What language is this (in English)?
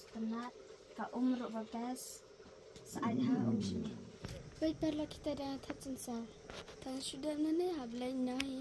Khasi